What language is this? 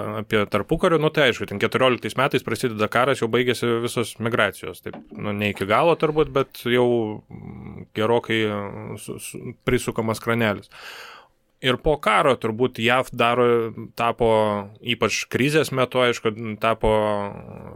Lithuanian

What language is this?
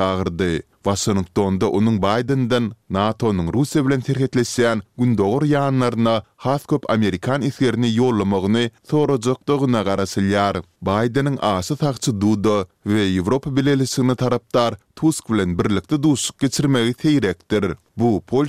Turkmen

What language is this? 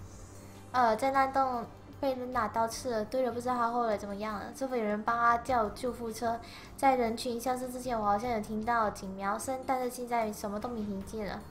Chinese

